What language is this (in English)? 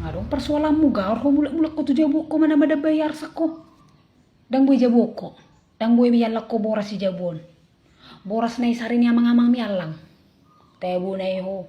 Batak Toba